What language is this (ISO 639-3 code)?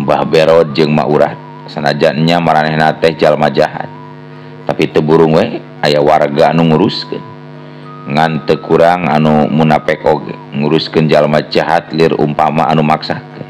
sun